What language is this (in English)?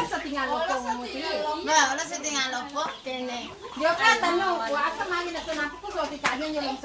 Buginese